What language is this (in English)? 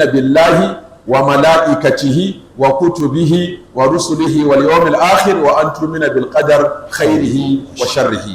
Hausa